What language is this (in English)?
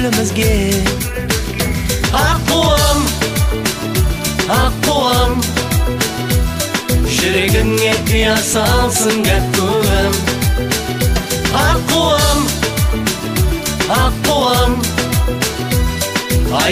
Kazakh